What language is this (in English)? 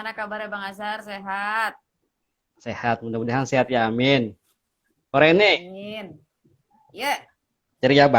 Betawi